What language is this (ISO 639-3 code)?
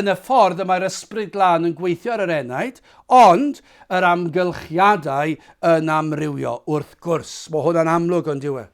cym